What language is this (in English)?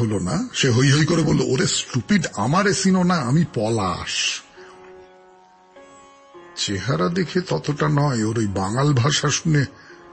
Bangla